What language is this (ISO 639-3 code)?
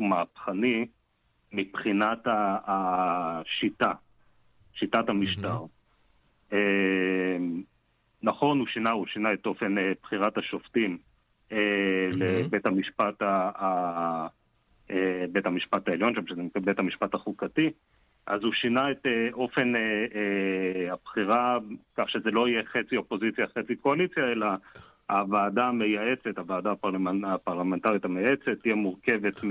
heb